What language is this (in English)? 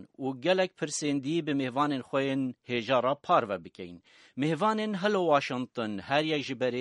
Kurdish